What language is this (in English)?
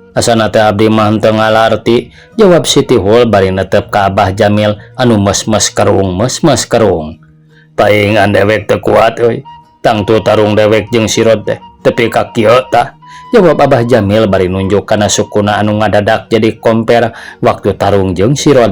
Sundanese